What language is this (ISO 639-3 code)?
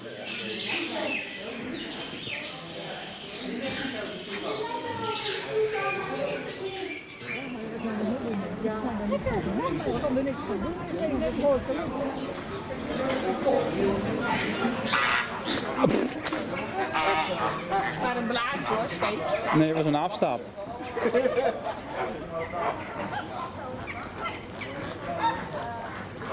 nld